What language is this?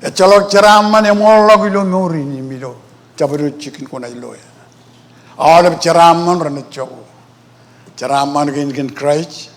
Marshallese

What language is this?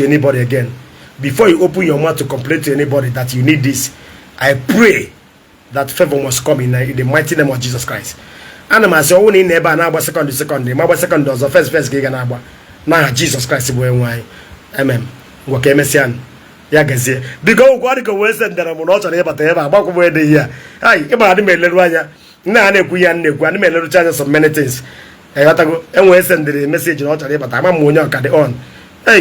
Igbo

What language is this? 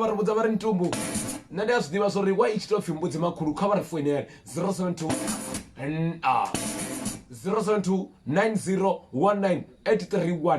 Venda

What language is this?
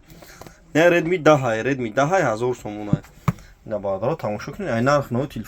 Tajik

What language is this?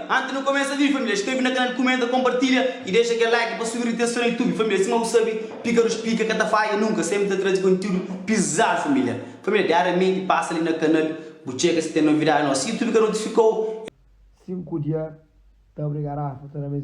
Kabuverdianu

